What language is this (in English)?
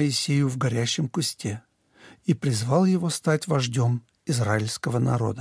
Russian